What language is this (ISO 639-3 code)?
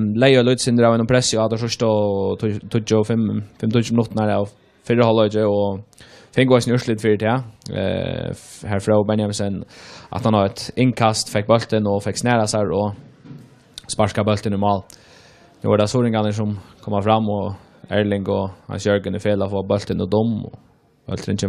fao